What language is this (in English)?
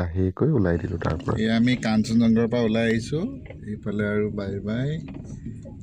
Assamese